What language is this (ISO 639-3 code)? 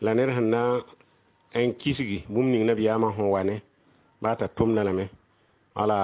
mos